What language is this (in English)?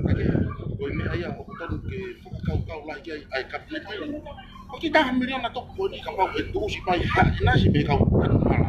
Tongan